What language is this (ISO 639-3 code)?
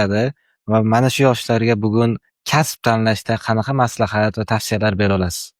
uzb